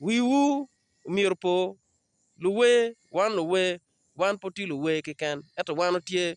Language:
Acoli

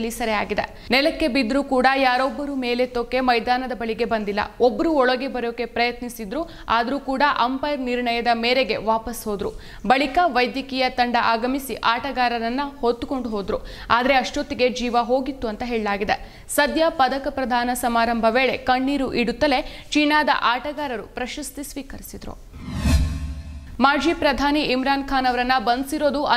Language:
Kannada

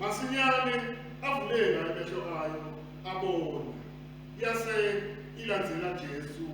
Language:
Swati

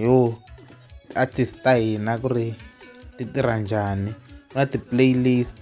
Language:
Tsonga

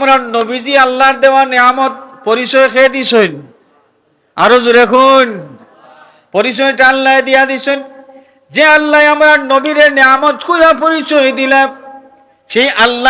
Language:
Sylheti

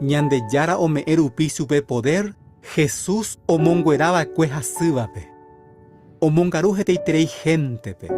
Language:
Guarani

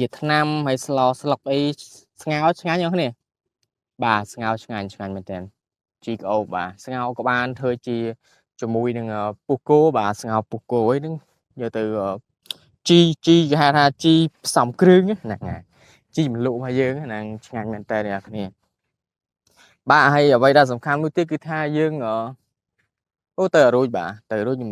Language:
Khmer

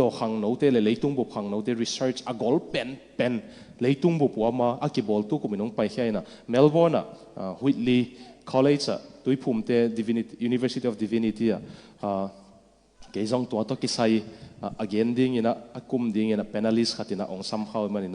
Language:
Tedim Chin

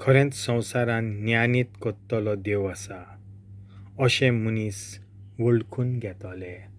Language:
Konkani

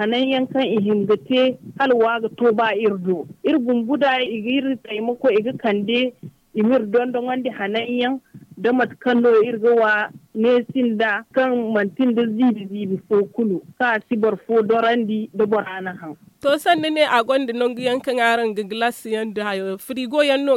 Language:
Zarma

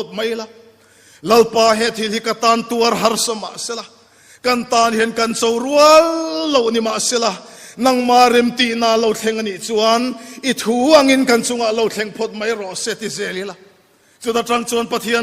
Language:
Mizo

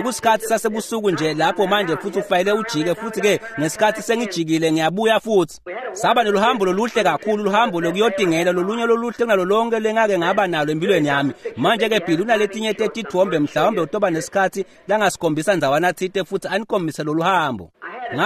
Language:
Swati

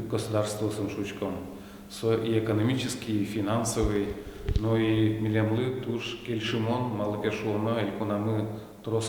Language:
Udmurt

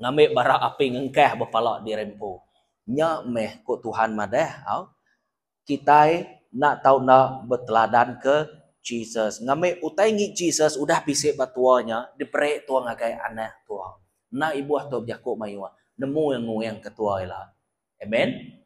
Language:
Iban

